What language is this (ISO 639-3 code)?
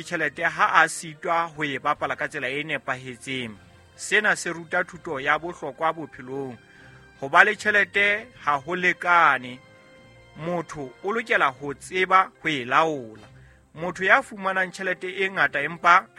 sot